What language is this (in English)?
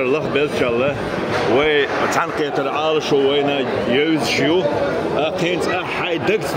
Chechen